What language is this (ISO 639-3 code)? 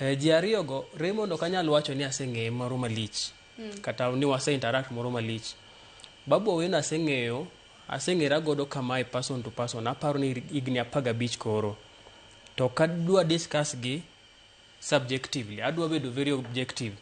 luo